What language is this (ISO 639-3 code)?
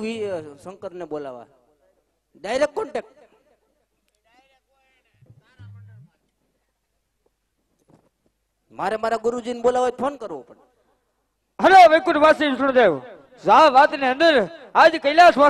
guj